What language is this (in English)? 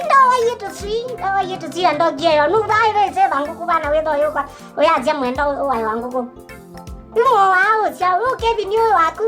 Kamba